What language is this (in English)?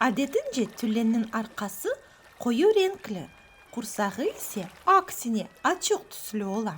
Crimean Tatar